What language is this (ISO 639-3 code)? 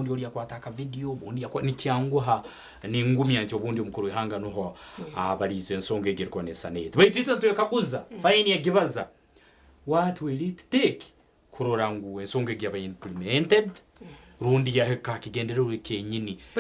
nyn